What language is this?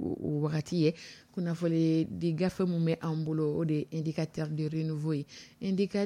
Dyula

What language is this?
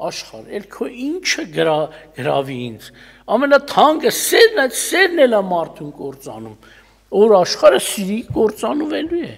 Armenian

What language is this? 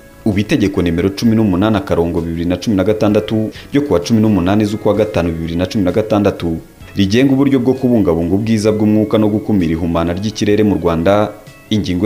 Kinyarwanda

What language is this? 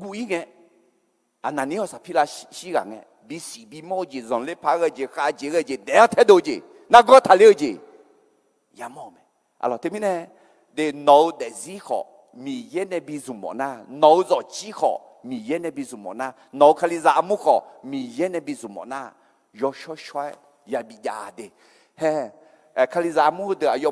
Akha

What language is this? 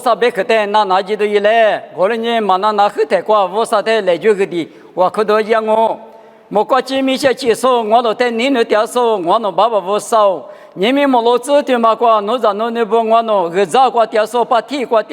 Lisu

